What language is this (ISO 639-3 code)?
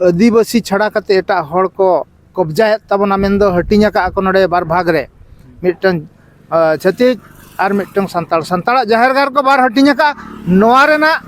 sat